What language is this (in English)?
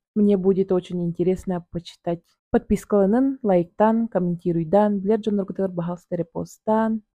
Yakut